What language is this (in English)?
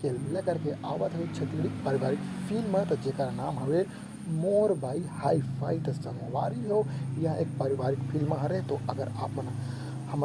Chhattisgarhi